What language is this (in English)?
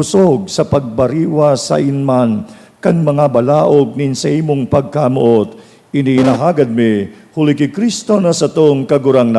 Bikol